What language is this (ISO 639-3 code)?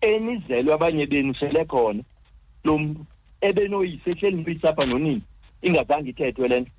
xho